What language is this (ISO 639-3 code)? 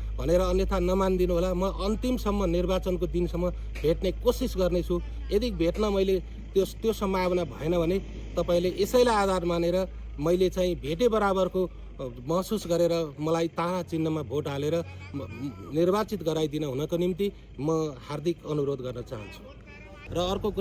nep